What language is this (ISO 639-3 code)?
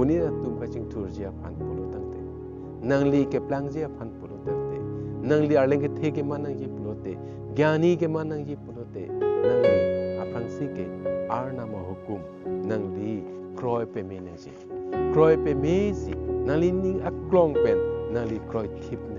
mjw